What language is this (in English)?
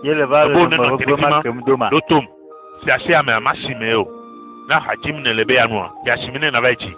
Ewe